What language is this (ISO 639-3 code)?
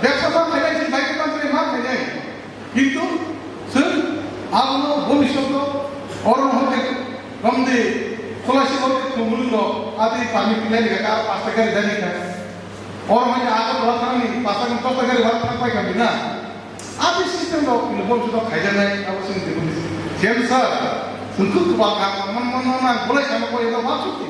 trp